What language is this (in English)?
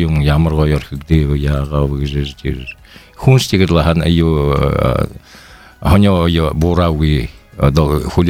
Buriat